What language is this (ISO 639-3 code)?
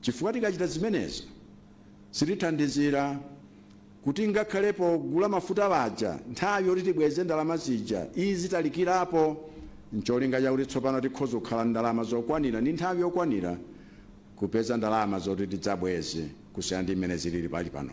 nya